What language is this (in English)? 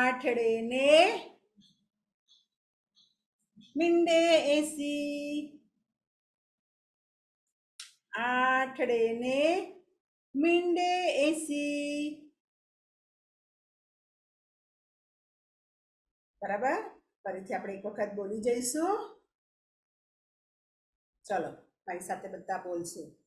Gujarati